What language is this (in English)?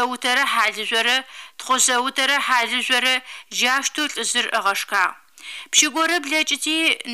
Adyghe